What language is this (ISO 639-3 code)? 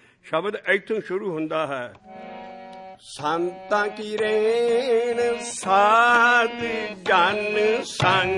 pan